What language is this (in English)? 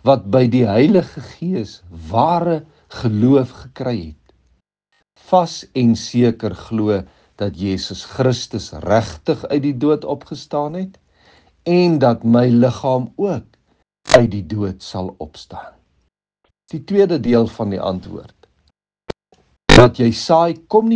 Afrikaans